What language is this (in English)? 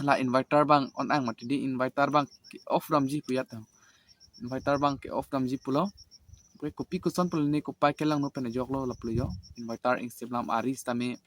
Karbi